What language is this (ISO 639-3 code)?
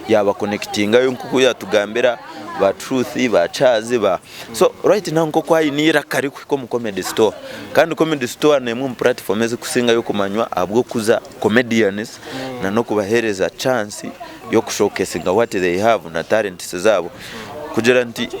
nyn